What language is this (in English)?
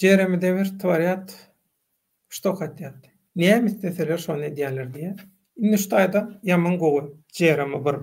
Turkmen